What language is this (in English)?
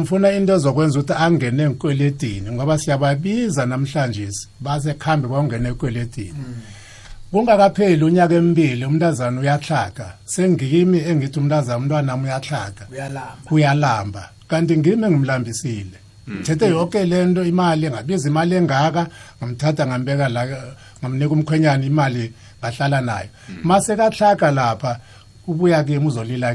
South Ndebele